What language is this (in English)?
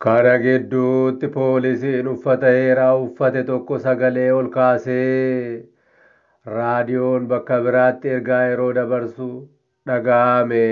Oromo